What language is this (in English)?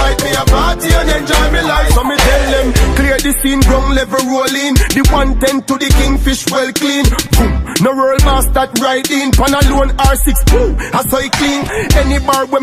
Jamaican Creole English